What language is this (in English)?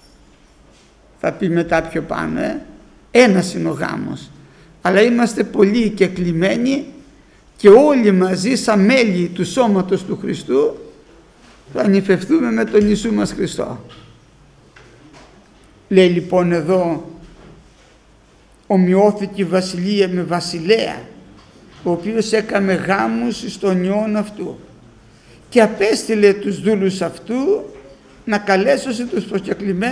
Greek